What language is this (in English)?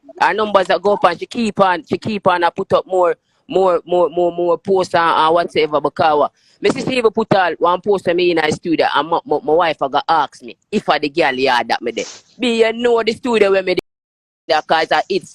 Jamaican Creole English